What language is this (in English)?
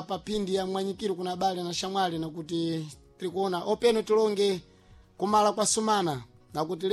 Sena